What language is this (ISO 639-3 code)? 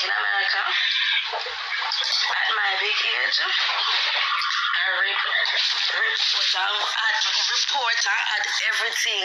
jam